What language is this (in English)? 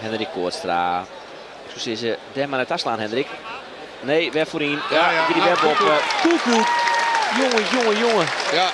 Western Frisian